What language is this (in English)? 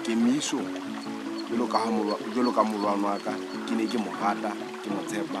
Southern Sotho